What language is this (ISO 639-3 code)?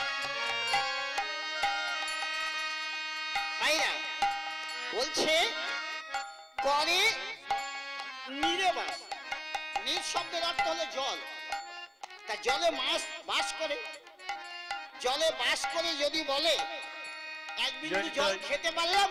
ben